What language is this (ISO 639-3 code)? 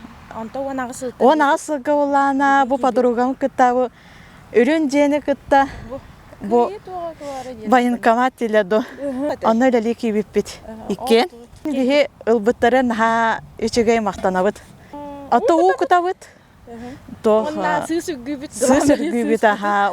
sah